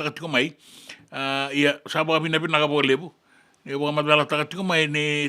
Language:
Fijian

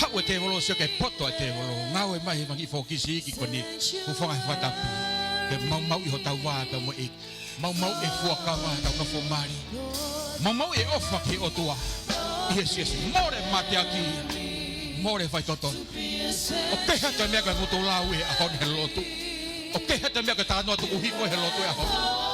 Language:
Tongan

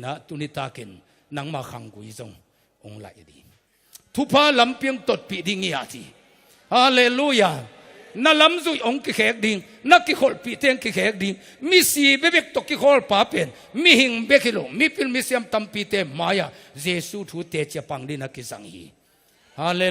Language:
Tedim Chin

